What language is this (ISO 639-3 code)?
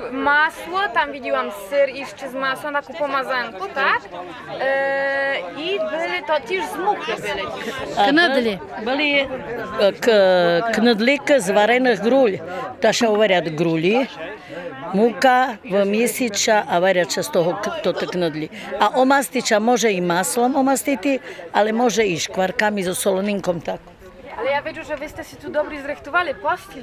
rue